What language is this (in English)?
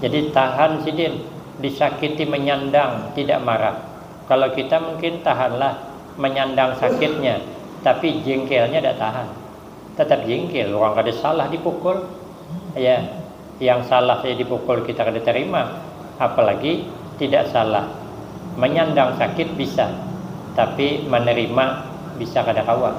Banjar